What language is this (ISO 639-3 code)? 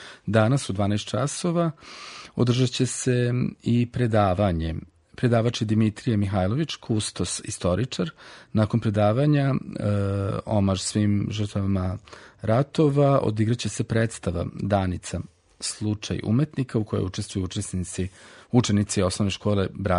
srp